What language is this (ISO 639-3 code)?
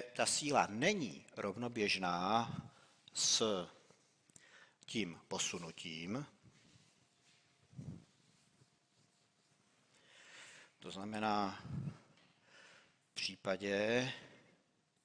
ces